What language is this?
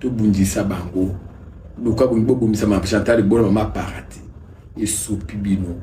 Lingala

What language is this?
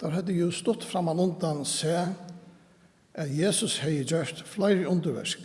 Faroese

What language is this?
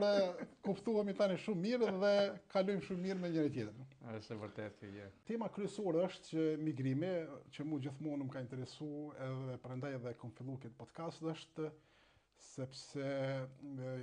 Albanian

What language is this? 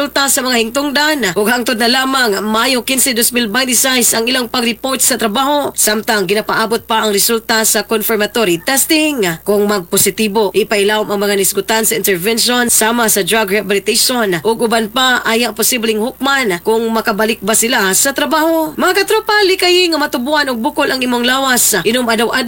Cebuano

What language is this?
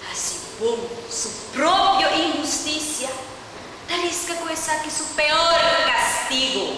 Papiamento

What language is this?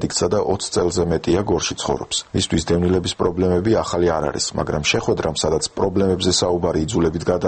Georgian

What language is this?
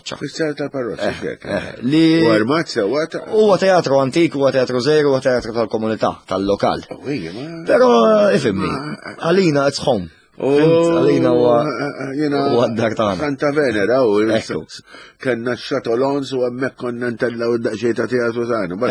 Maltese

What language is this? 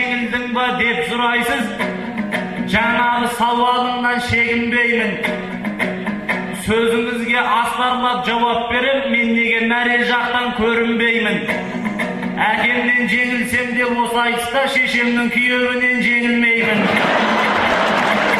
Kazakh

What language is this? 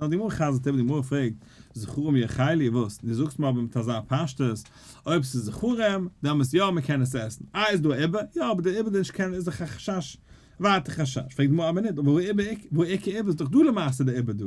Yiddish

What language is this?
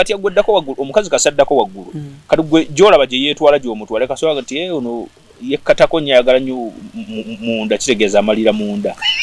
Ganda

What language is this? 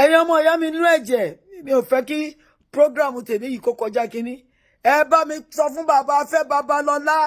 Yoruba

